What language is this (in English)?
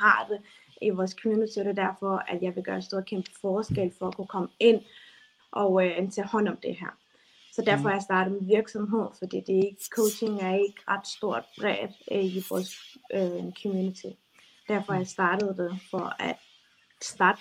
Danish